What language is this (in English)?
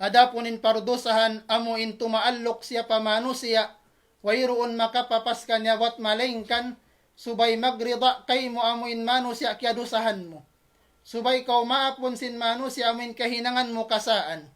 Tausug